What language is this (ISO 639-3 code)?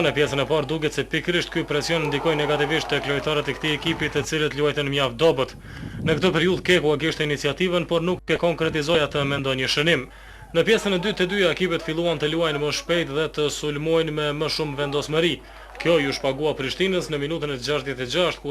sqi